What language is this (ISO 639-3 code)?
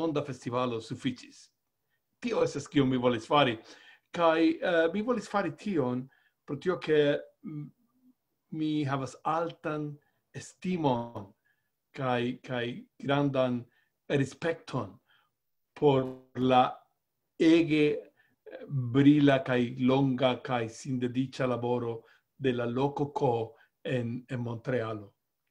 epo